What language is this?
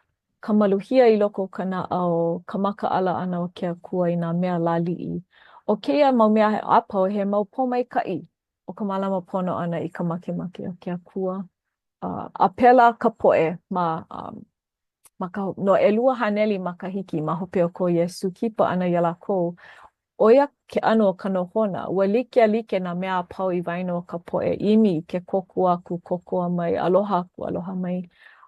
Hawaiian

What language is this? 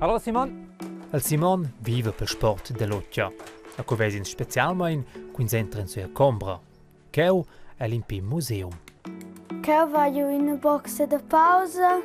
Romansh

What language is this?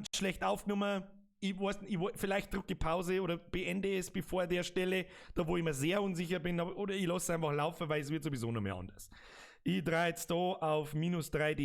Bavarian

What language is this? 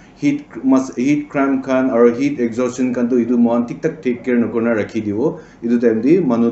Naga Pidgin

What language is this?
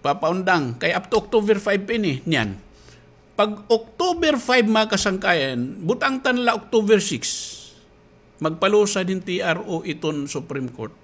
Waray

